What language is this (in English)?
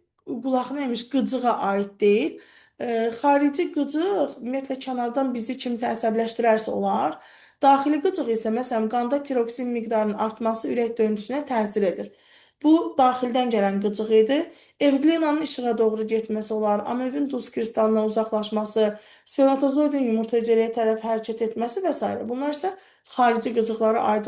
Azerbaijani